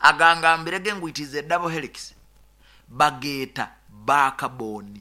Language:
Nyoro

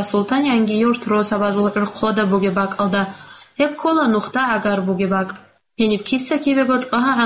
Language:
Avaric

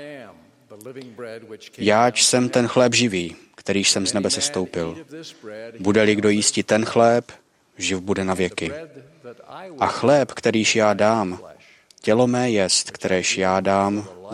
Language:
Czech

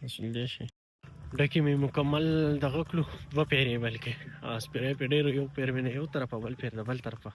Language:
Pashto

